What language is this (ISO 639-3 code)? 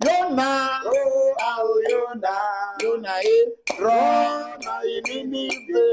ewe